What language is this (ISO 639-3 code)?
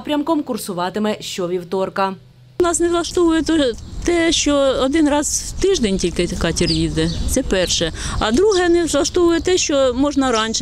ukr